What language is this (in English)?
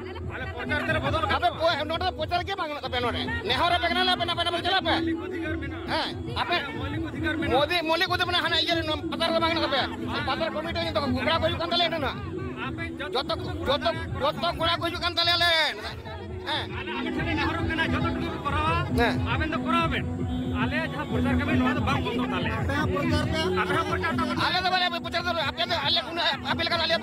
Santali